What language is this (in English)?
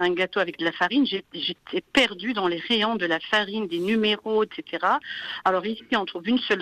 French